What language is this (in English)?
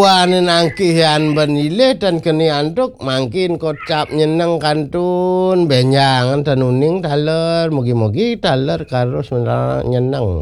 Balinese